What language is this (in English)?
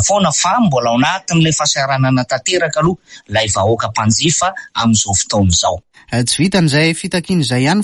Malagasy